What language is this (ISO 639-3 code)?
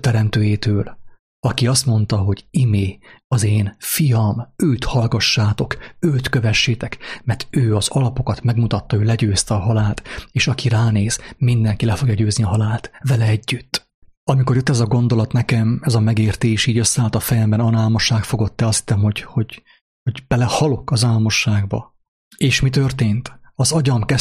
hun